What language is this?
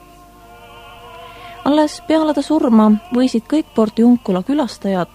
Estonian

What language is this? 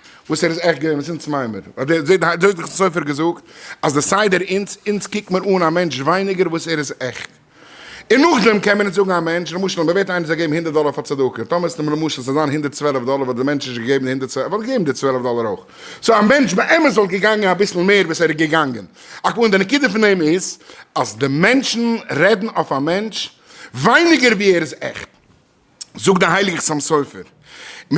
Yiddish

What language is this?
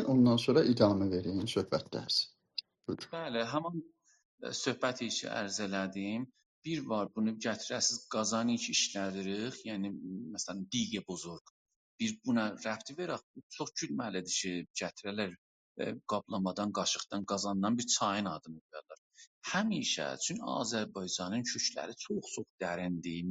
South Azerbaijani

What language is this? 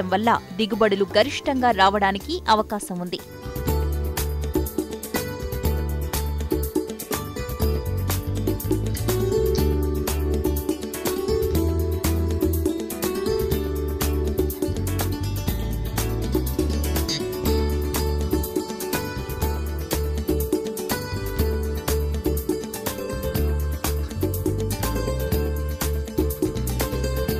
Telugu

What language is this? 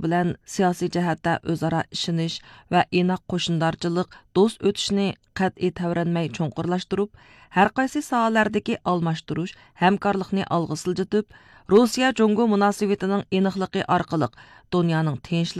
Uyghur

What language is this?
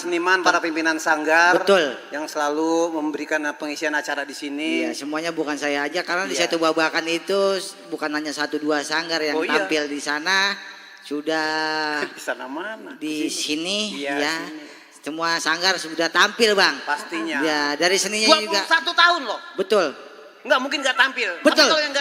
Betawi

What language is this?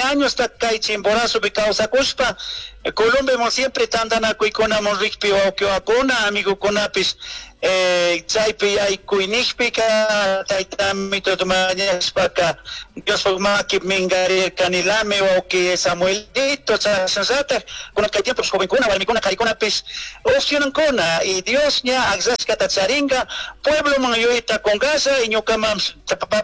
Chimborazo Highland Quichua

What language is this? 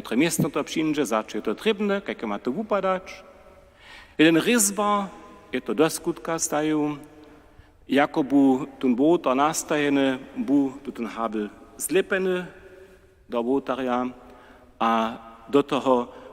Upper Sorbian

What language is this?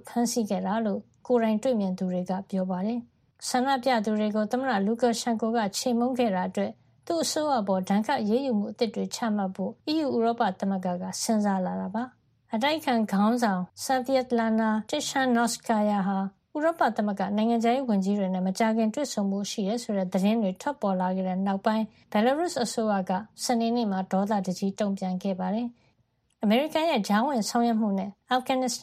Burmese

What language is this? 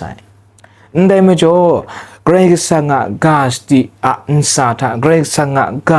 Kachin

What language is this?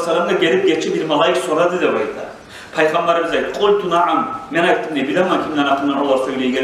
Kumyk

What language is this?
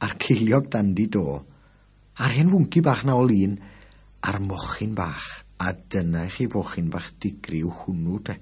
Welsh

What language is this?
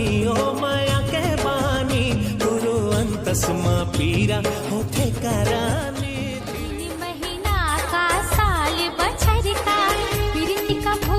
Chhattisgarhi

